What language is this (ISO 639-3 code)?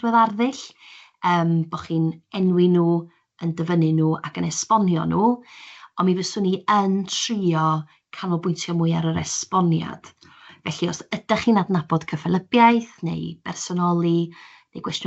cym